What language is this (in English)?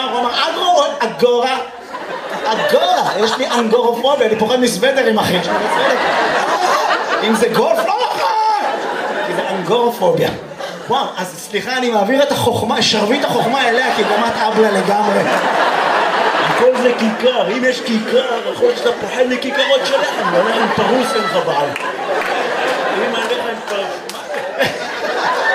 Hebrew